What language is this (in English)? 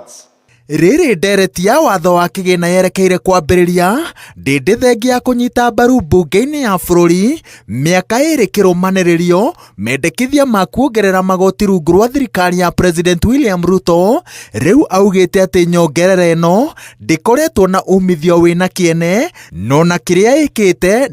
Kikuyu